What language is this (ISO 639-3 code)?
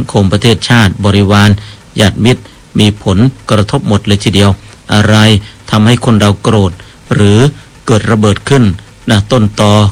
tha